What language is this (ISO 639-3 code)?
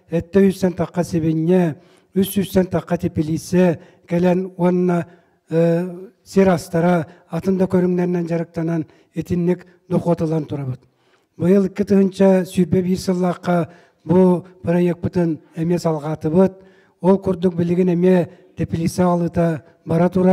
sah